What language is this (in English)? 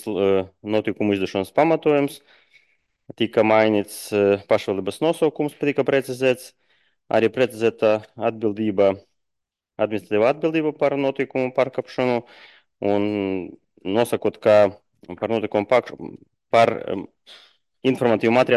Latvian